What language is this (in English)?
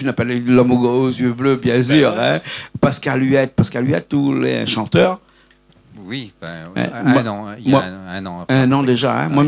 Réunion Creole French